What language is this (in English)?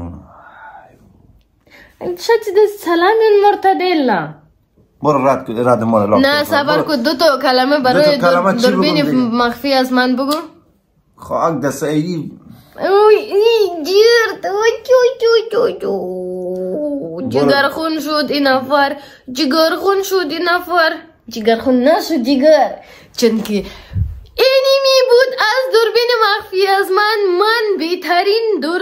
Persian